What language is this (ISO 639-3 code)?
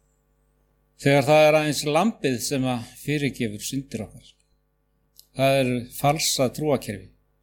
isl